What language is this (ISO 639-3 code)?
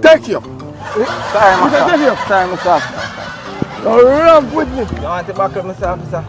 jam